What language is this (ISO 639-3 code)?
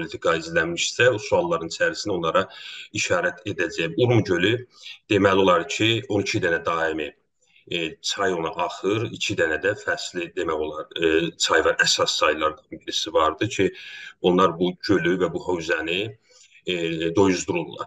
azb